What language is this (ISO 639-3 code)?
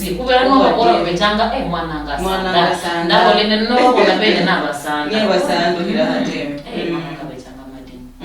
luy